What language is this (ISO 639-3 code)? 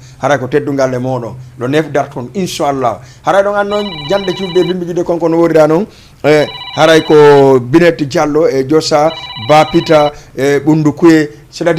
ful